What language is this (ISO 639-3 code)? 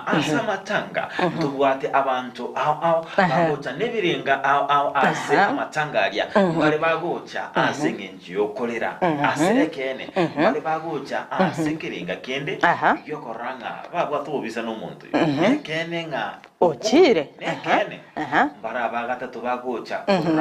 guz